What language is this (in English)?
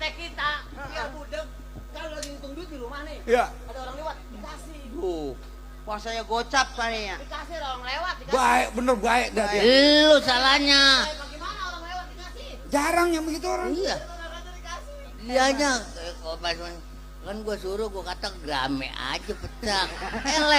Betawi